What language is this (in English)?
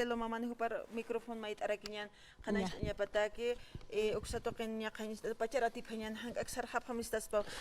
Aymara